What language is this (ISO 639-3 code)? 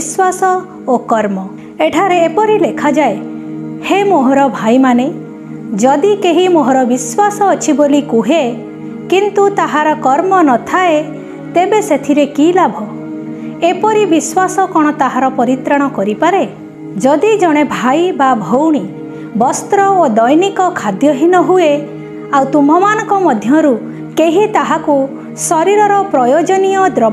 ori